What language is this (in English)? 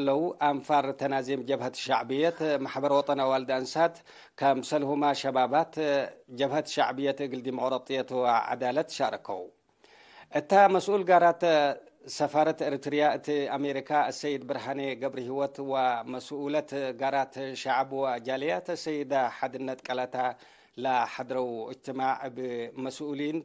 Tigre